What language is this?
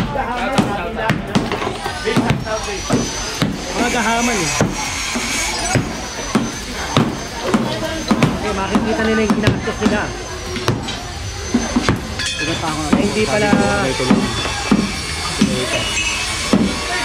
Filipino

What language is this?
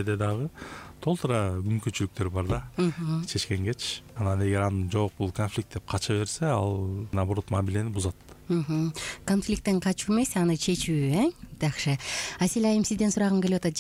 Kyrgyz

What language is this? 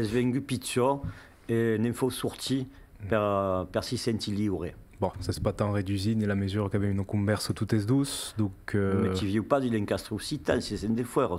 Occitan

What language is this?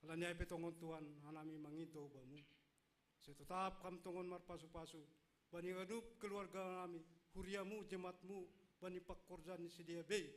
Batak Simalungun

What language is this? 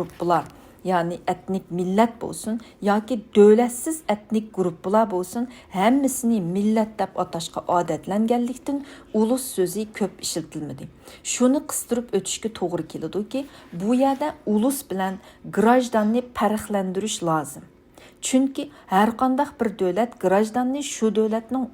Uyghur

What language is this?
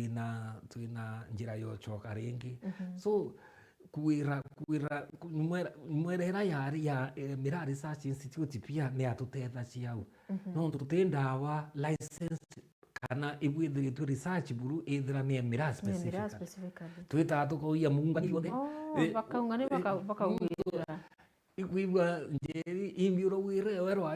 Meru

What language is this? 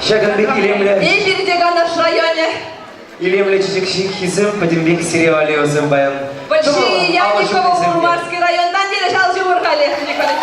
Chuvash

